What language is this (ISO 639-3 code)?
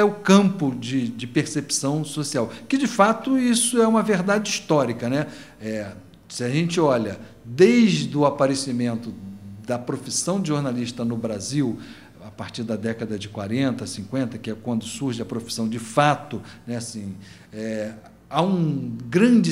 por